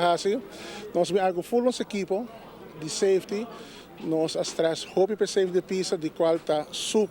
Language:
Papiamento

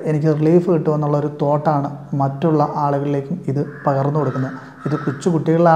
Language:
Malayalam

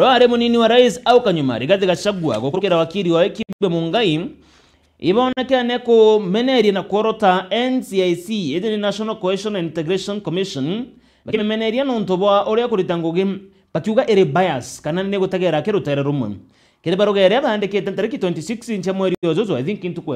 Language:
Meru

